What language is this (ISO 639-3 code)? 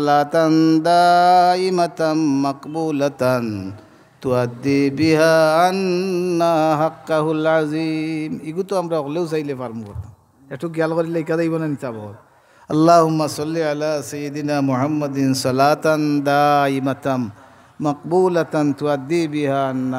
syl